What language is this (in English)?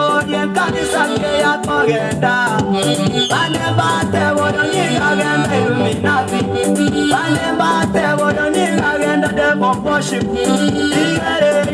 Gusii